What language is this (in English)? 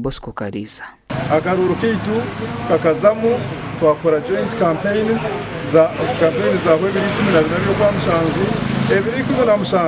Nyankole